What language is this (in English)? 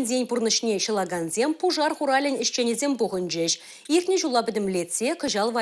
Chuvash